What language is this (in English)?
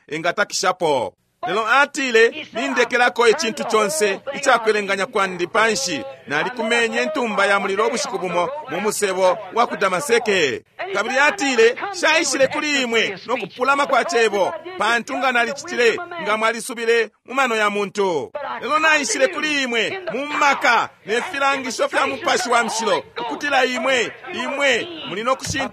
Bemba